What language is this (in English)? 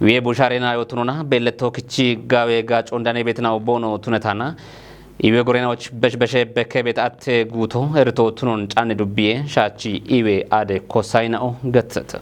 Kafa